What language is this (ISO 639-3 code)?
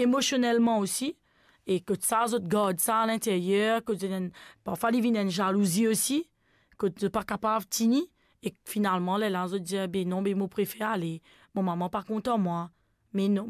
mfe